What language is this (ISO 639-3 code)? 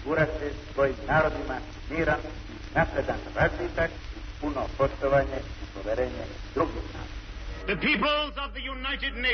srp